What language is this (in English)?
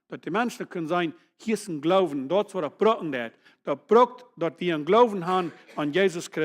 Plautdietsch